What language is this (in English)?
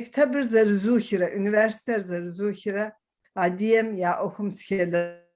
Kabardian